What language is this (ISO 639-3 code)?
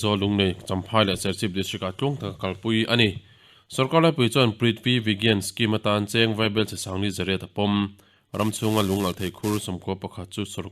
lus